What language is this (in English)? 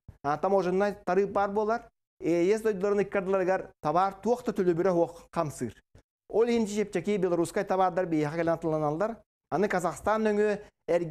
Yakut